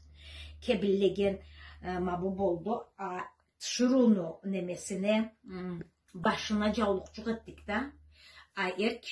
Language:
Karachay-Balkar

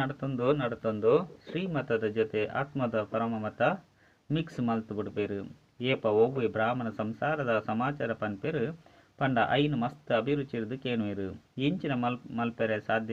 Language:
Tulu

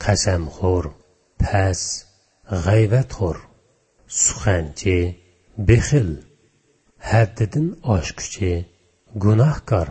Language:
Uyghur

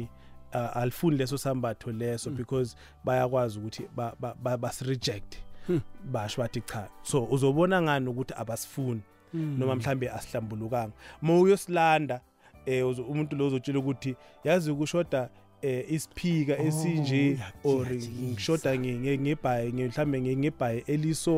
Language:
South Ndebele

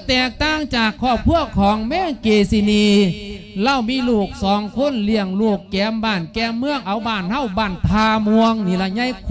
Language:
Lao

